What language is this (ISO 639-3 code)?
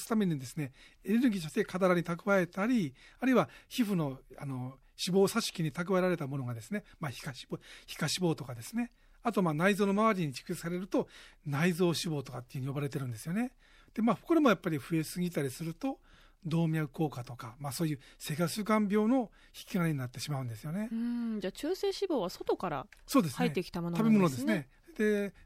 jpn